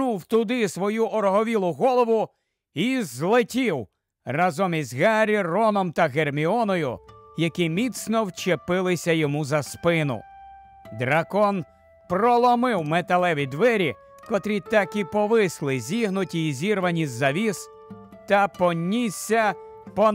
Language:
Ukrainian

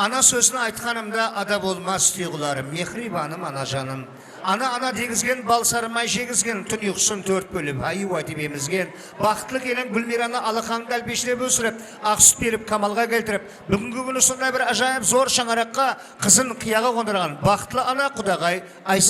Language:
Kara-Kalpak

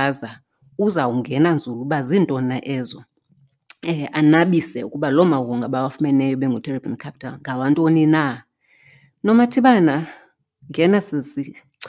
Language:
Xhosa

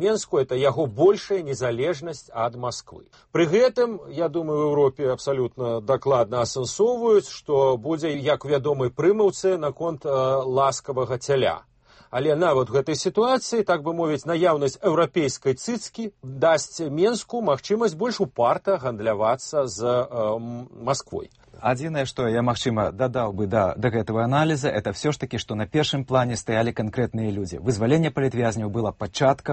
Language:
Belarusian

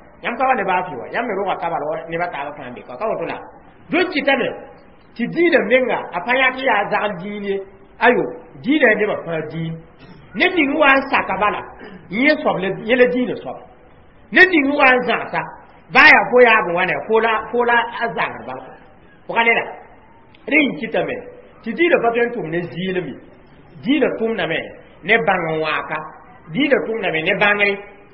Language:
Mossi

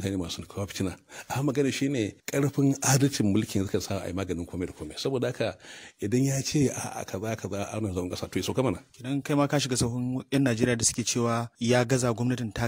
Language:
Hausa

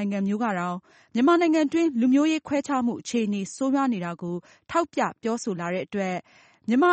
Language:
Burmese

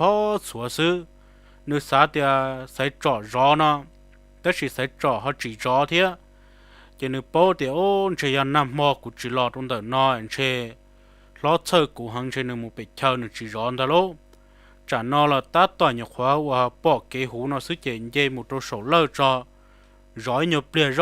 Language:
Hmong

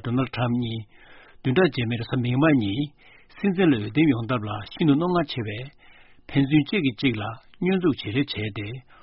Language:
Tibetan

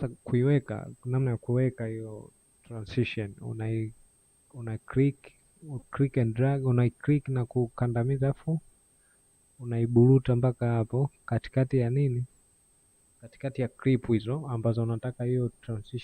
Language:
Swahili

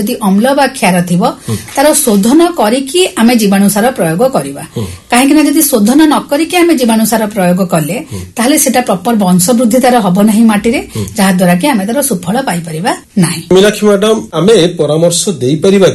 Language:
Odia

